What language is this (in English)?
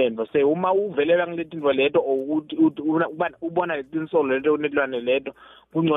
Swati